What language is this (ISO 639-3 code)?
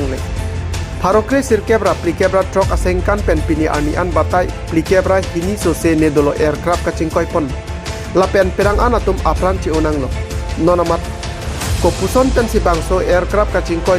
mjw